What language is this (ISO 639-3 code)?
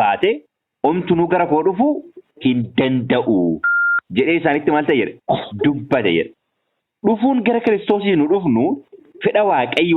orm